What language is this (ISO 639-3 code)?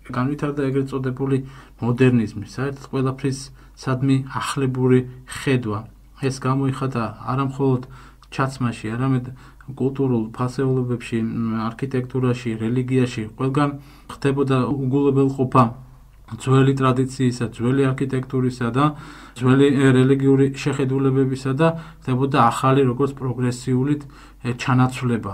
kat